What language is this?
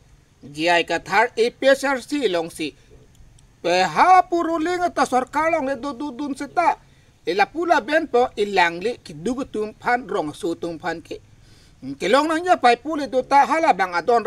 Karbi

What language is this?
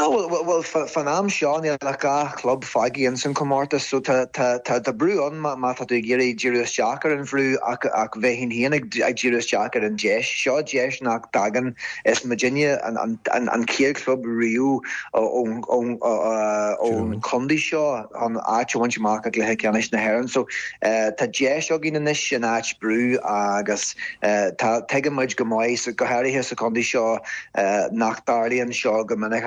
Irish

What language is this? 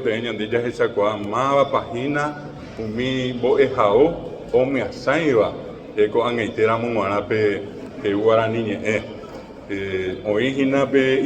Guarani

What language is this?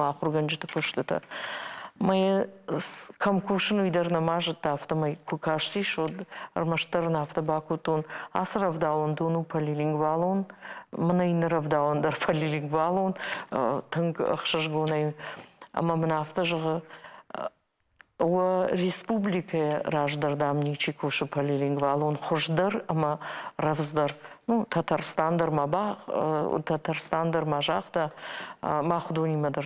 Ossetic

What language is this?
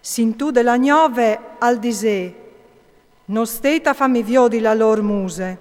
Friulian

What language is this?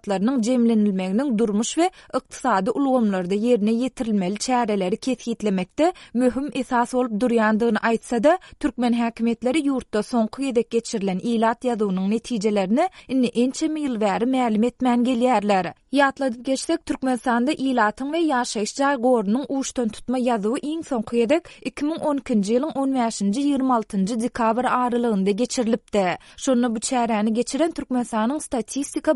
Turkmen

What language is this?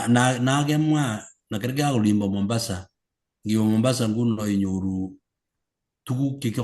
Kalenjin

